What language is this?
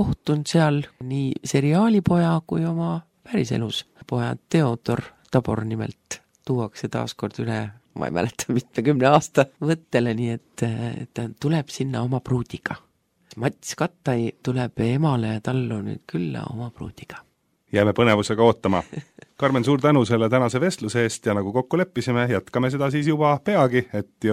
Estonian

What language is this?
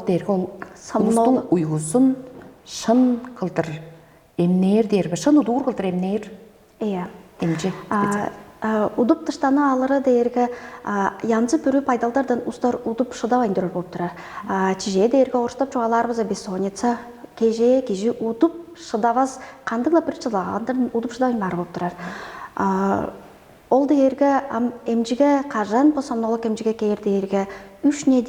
Tuvinian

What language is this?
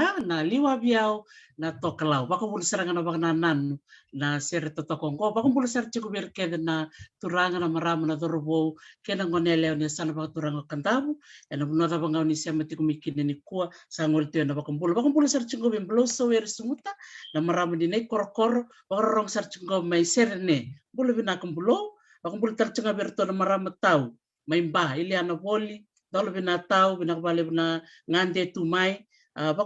Fijian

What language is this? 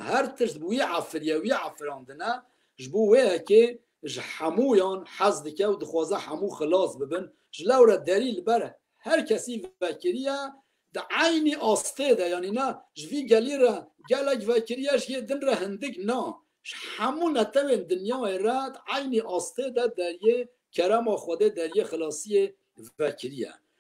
Kurdish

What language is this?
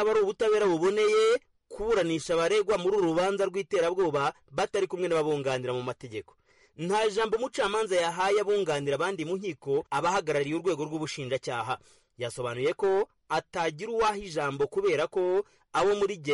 Kinyarwanda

